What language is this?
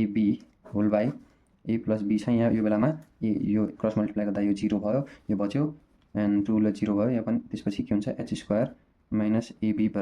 Nepali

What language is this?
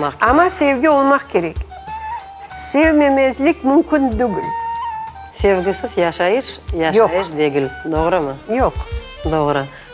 Crimean Tatar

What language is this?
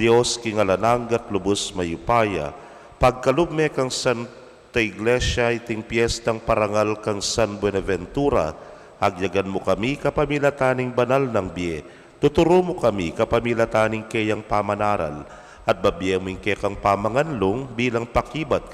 Pampanga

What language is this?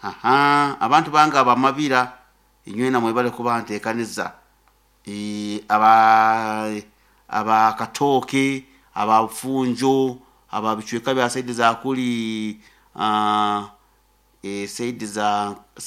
Nyoro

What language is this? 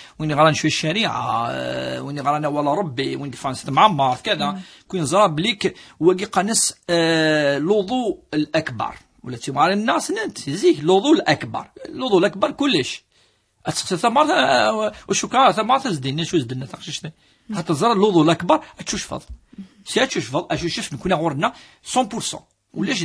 Kabyle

